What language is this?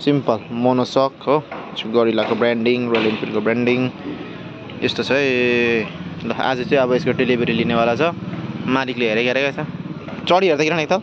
Nepali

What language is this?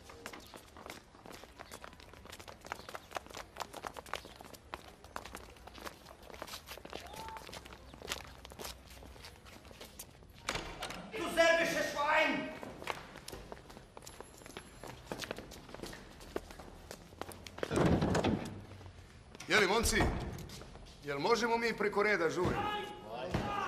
Serbian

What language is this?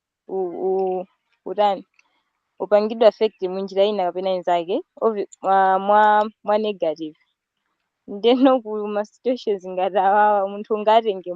Nyanja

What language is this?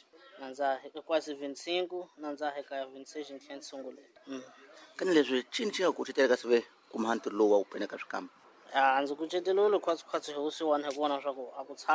Tsonga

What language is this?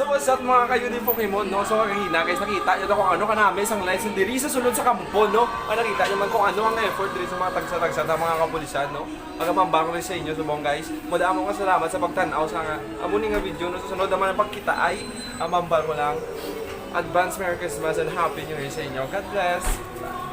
Hiligaynon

